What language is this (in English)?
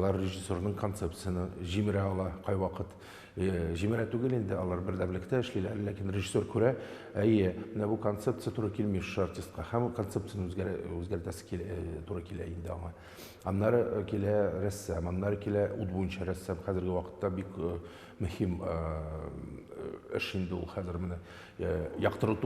Tatar